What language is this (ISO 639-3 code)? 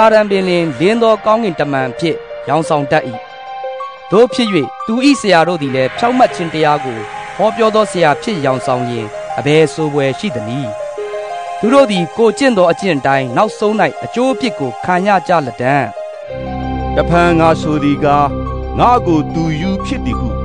mya